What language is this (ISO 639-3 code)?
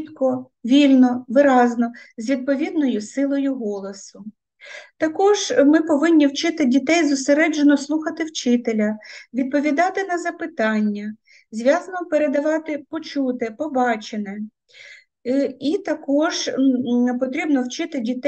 ukr